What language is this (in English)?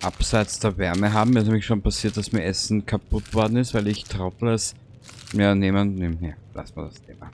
Bavarian